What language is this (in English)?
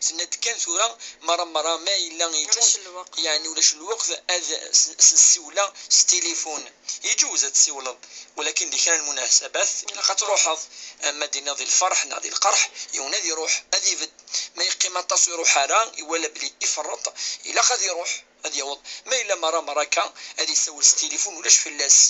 Kabyle